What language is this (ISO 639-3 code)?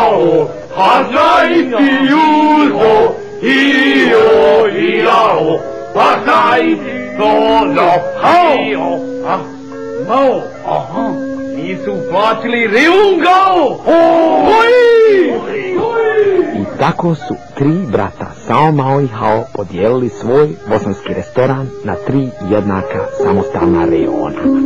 bos